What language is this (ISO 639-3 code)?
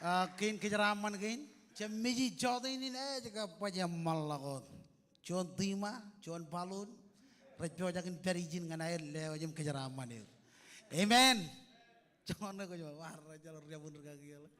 mah